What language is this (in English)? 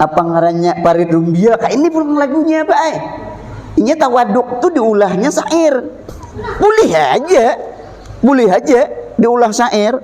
Banjar